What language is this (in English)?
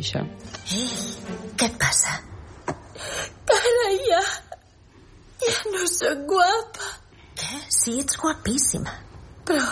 Catalan